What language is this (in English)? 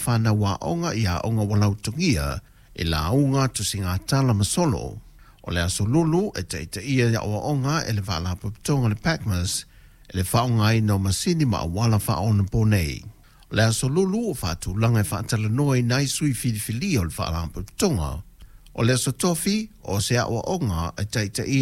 Samoan